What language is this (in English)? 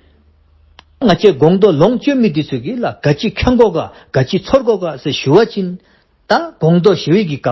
Dzongkha